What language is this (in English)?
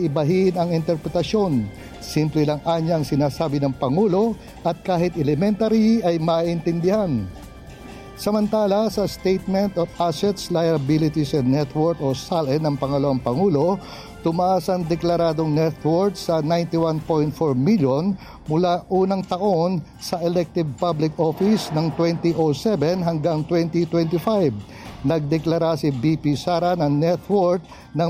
Filipino